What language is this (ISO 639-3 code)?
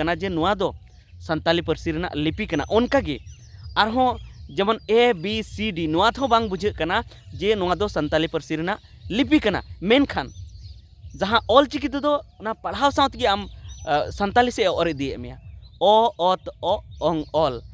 sat